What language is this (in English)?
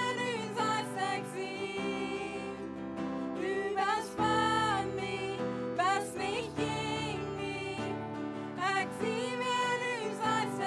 Plautdietsch